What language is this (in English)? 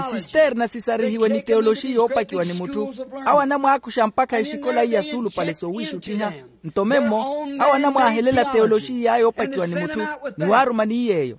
Makhuwa